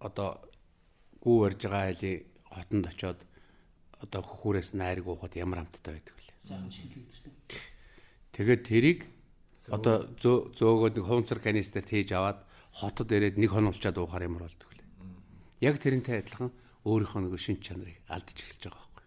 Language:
Mongolian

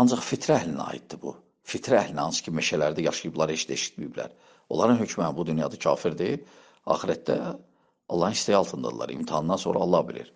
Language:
Azerbaijani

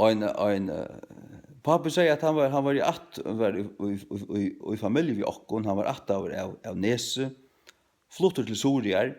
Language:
Faroese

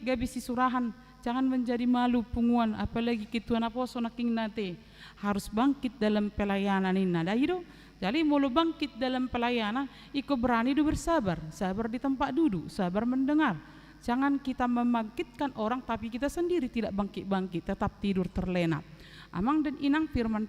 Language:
Batak Toba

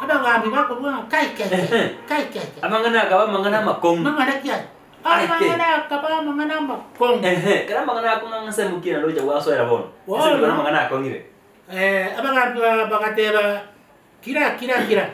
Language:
Gusii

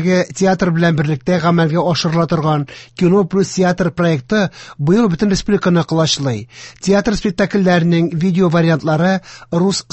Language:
Tatar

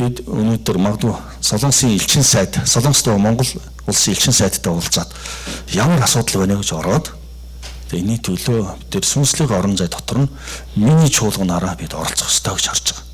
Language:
Mongolian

